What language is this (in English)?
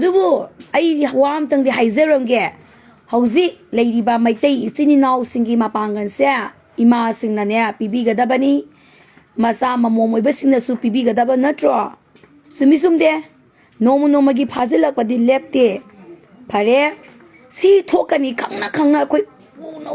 Manipuri